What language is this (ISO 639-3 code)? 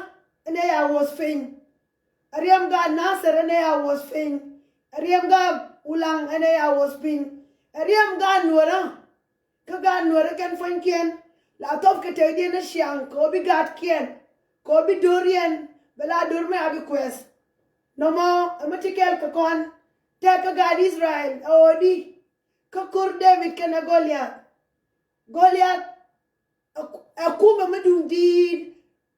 nus